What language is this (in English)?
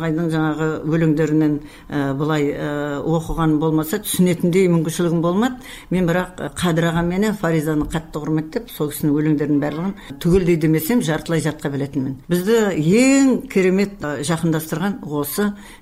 Kazakh